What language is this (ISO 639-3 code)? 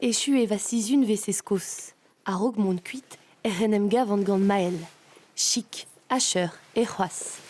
bre